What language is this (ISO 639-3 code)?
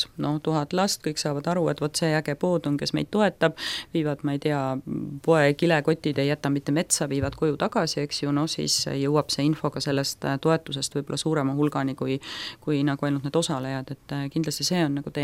est